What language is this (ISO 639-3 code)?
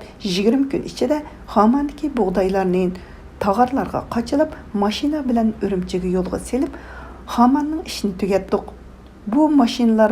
uig